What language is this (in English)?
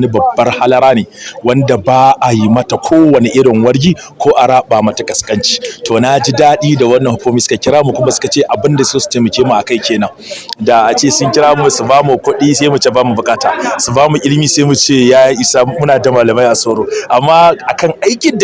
Hausa